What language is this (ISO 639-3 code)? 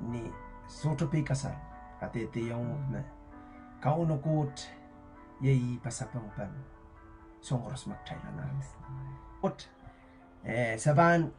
pon